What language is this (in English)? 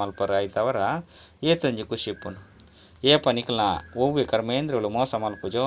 Tulu